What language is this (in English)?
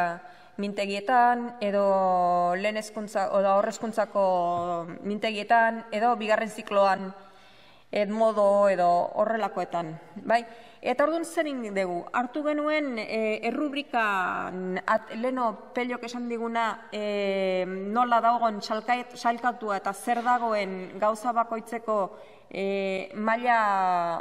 Basque